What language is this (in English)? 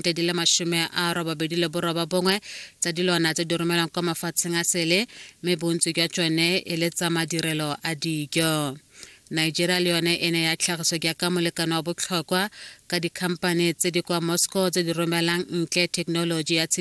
Tswana